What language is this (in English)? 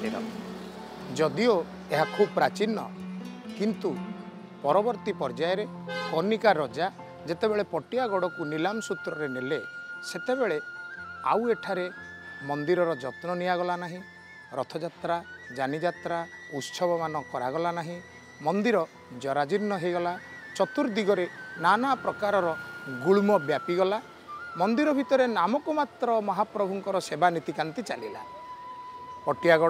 Odia